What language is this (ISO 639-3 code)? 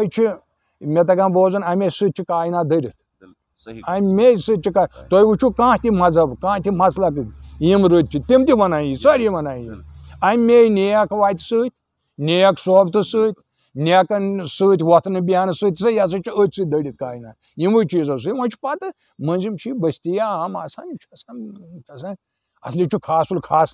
kas